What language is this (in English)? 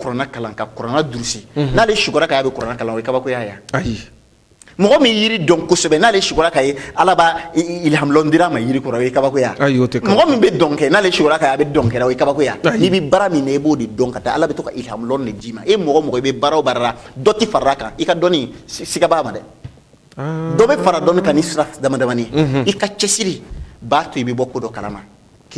Bambara